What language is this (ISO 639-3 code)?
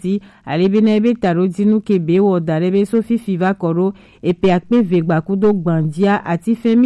gej